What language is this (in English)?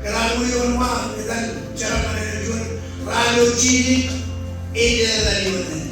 Marshallese